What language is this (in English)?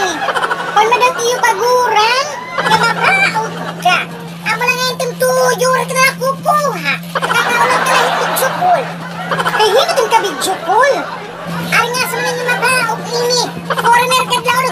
Waray